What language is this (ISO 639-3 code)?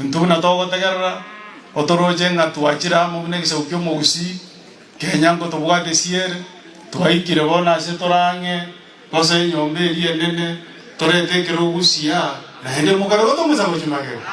guz